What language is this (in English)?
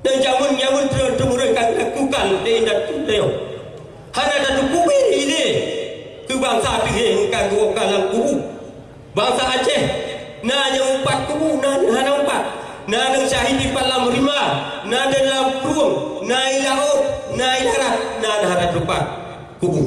Achinese